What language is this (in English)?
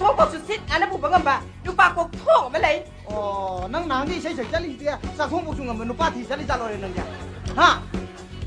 Manipuri